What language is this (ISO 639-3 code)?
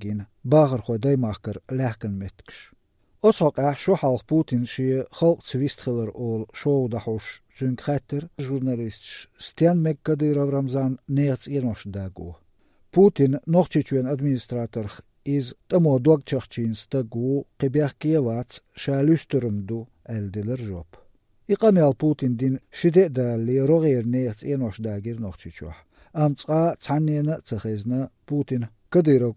lav